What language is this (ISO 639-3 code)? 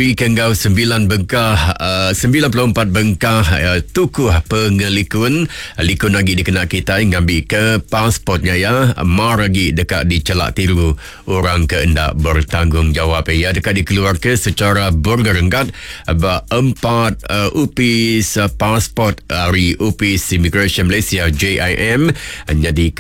iba